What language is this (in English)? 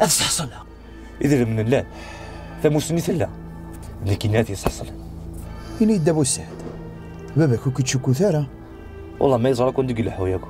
Kabyle